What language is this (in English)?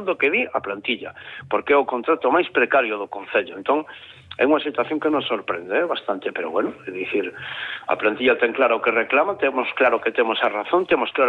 Galician